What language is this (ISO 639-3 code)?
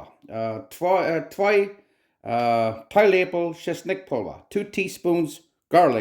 pdt